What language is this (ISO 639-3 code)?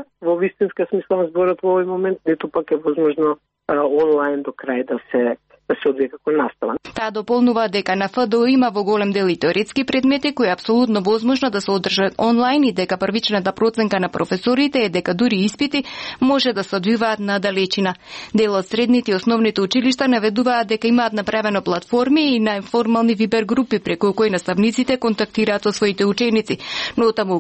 mkd